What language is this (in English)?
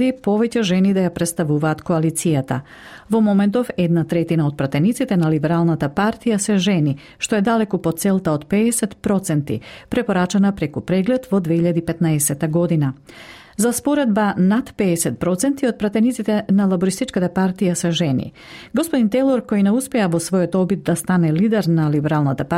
Macedonian